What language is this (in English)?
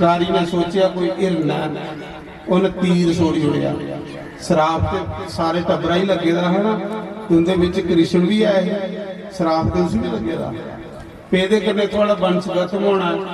Dogri